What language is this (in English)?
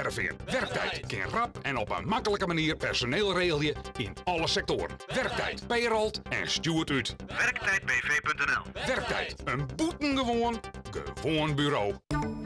Western Frisian